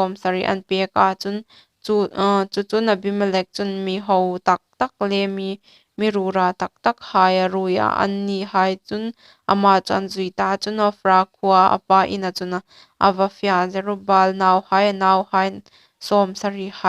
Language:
Hmar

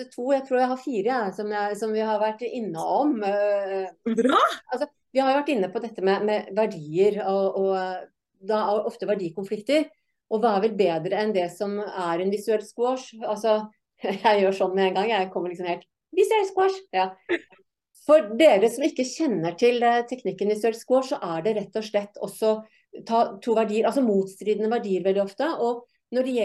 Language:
Norwegian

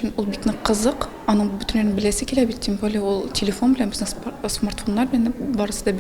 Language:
Tatar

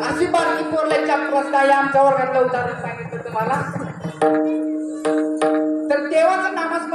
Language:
Marathi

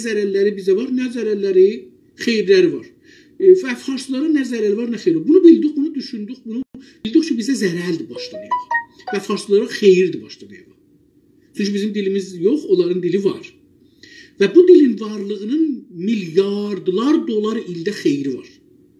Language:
South Azerbaijani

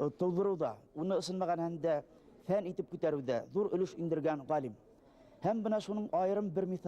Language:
Bashkir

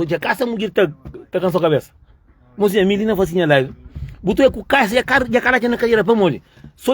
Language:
Kabuverdianu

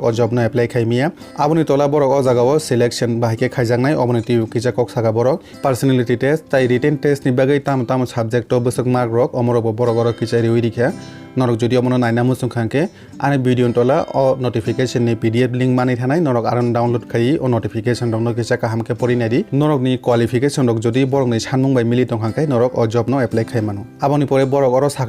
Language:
Kok Borok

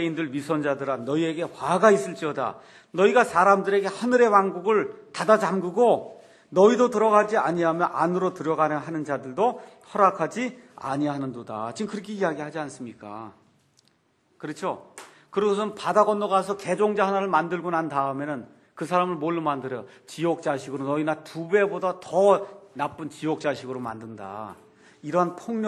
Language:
Korean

